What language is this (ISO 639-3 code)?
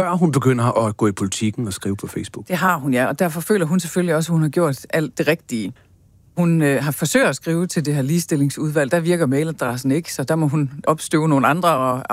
dan